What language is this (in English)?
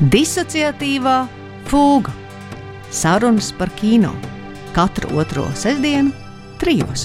Latvian